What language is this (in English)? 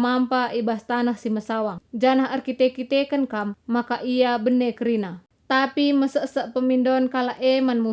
Batak Karo